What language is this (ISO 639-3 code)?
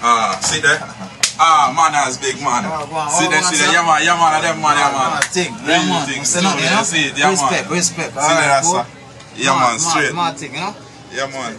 jam